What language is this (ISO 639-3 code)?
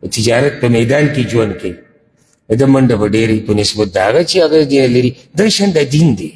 pus